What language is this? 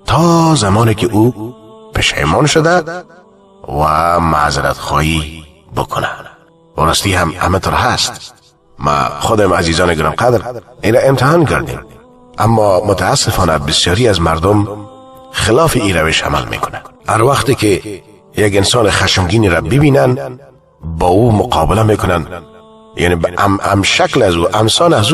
Persian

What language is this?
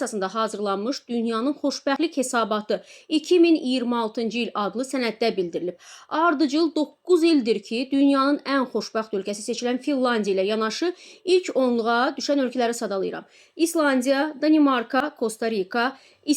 Azerbaijani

